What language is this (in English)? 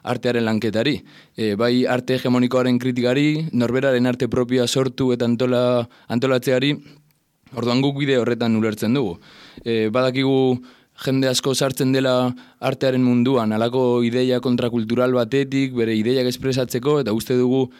Basque